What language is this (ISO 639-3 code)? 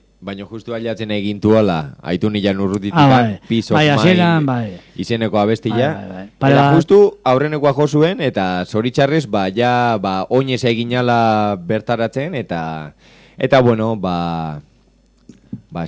eus